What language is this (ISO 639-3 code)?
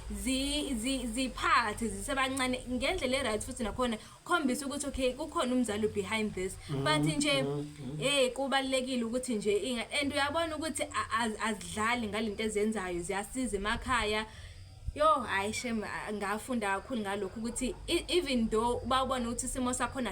zul